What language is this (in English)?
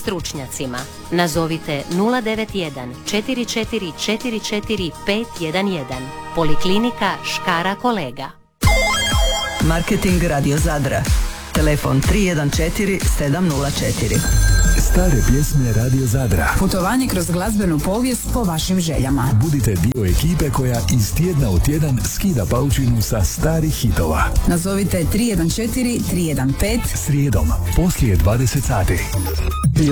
Croatian